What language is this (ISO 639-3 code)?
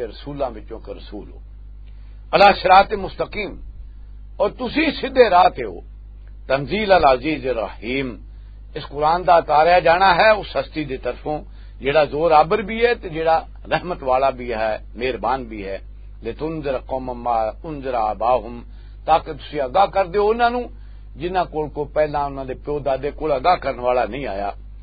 lah